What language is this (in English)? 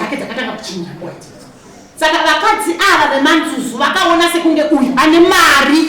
Shona